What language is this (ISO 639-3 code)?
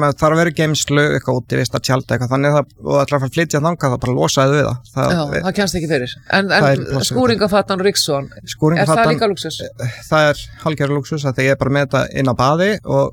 isl